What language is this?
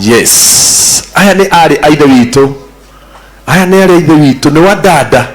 Kikuyu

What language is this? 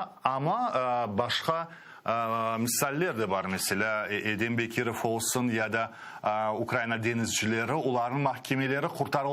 Crimean Tatar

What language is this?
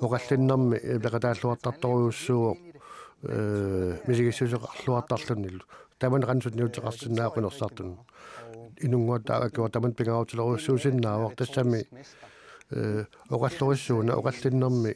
Kalaallisut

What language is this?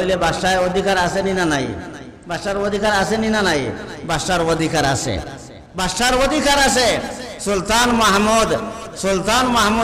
Sylheti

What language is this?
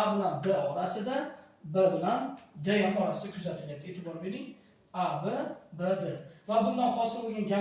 Uzbek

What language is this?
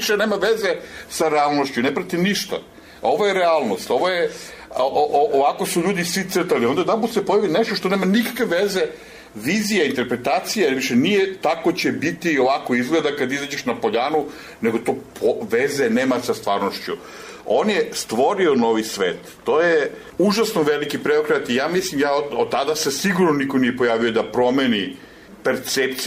Serbian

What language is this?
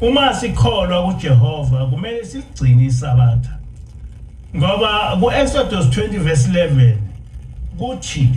Zulu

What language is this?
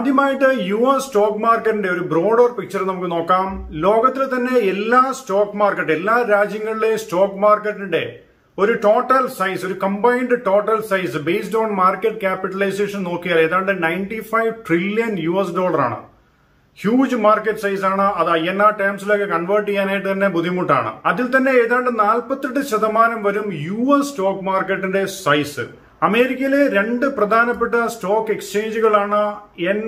Malayalam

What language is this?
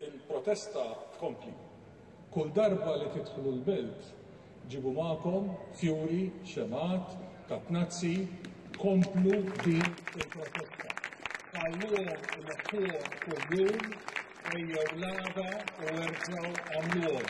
Maltese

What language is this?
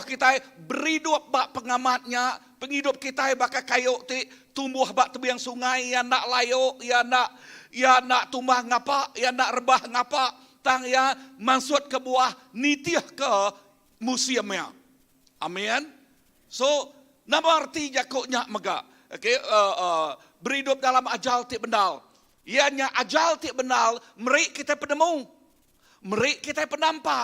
Iban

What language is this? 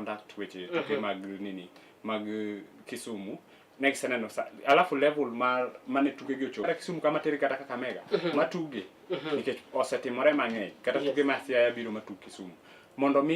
Luo (Kenya and Tanzania)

